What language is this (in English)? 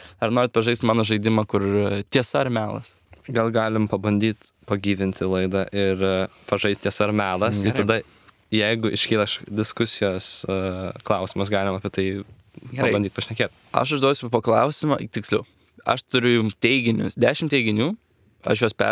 Lithuanian